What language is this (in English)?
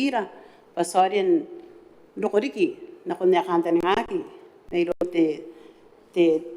Gilbertese